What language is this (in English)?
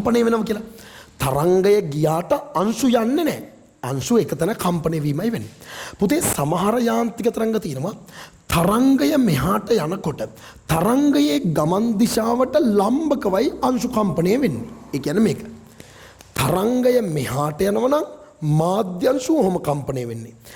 Sinhala